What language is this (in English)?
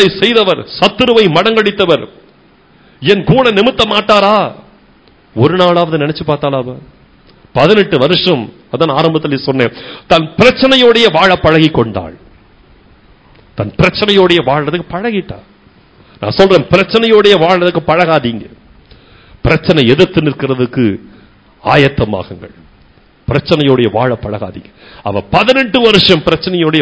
Tamil